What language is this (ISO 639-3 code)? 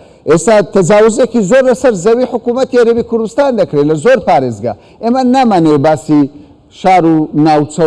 ckb